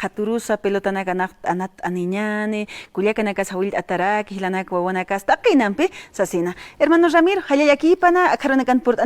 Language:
Aymara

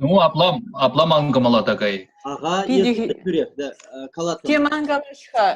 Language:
Chuvash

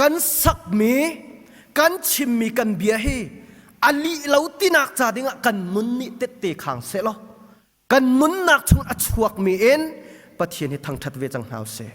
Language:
Hakha Chin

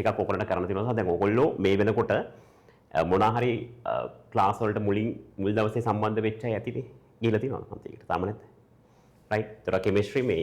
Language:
Sinhala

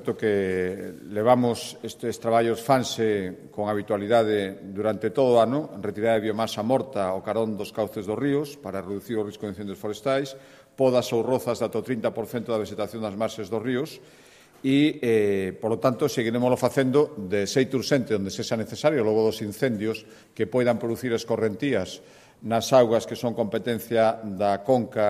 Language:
Galician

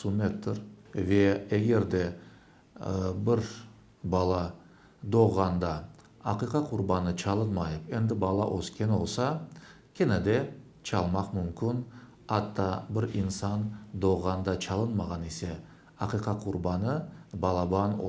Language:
Crimean Tatar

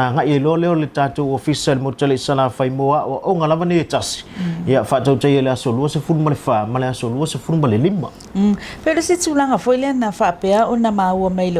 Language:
Samoan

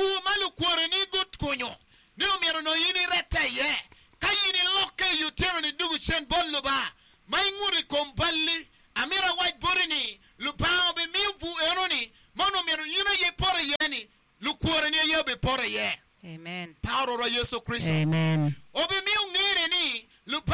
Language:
Acoli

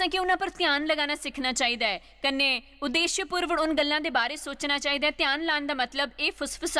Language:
Dogri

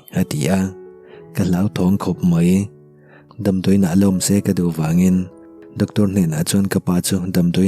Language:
Mizo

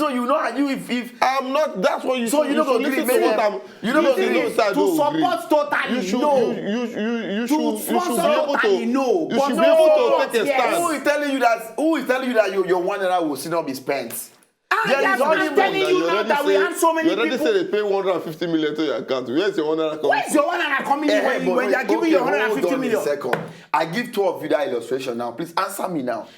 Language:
Nigerian Pidgin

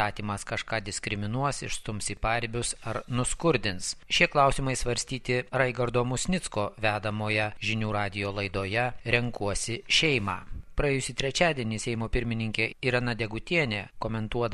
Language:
Lithuanian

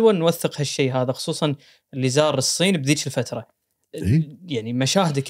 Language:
Gulf Arabic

